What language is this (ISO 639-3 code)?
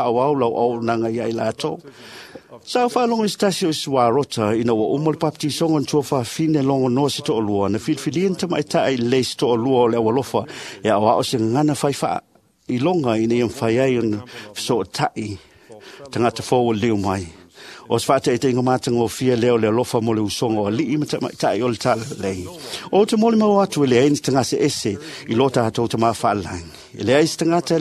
smo